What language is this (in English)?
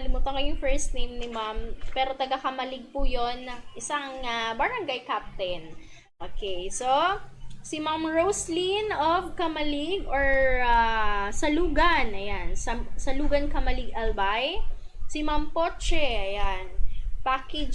Bikol